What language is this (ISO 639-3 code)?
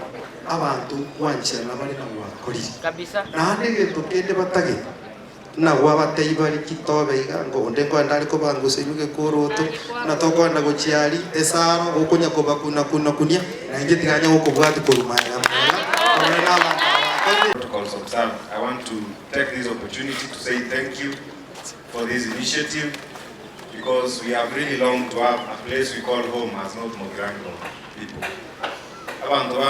guz